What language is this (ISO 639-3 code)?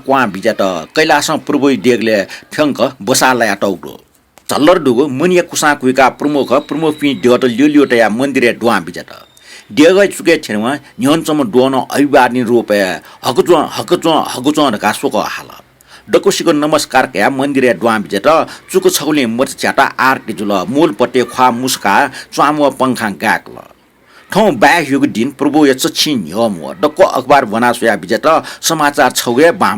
new